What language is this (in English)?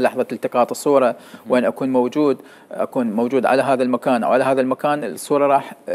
Mesopotamian Arabic